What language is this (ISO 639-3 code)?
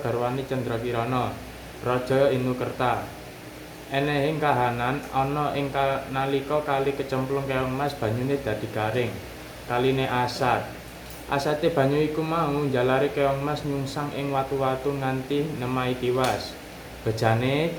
jav